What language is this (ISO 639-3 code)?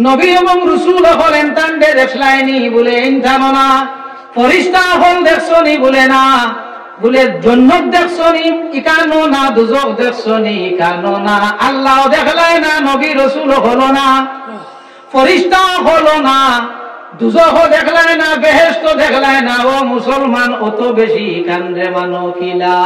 syl